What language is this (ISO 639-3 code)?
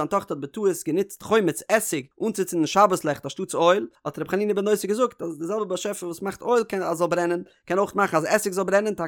yid